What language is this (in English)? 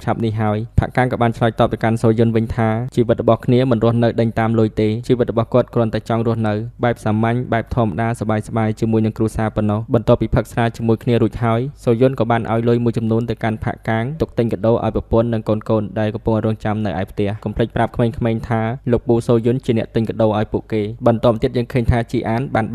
Khmer